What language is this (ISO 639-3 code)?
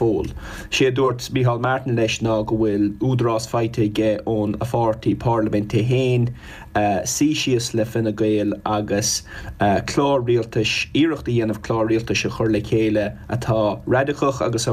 gle